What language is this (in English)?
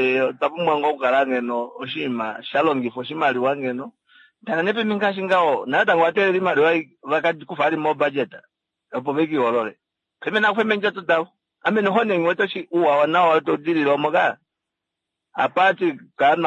Kuanyama